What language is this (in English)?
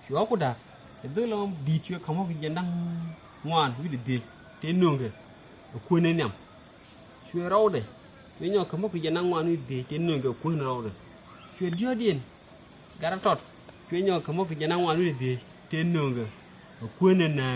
Nuer